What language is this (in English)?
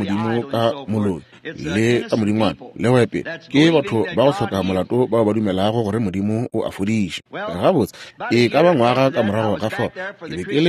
Northern Sotho